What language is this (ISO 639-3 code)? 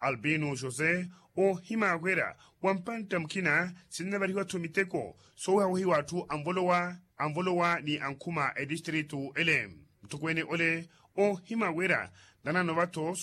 vmw